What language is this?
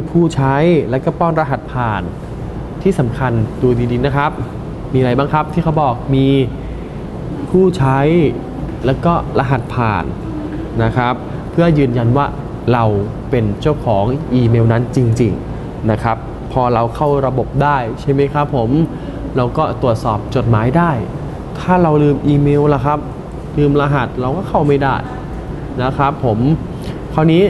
Thai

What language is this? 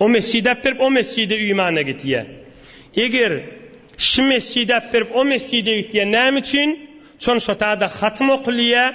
Turkmen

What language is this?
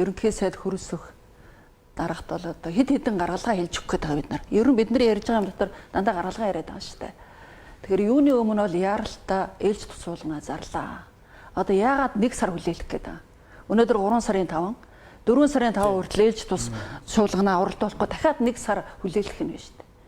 Mongolian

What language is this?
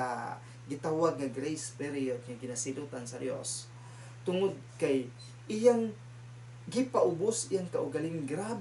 Cebuano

